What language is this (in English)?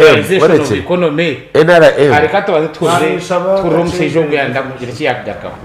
Nyankole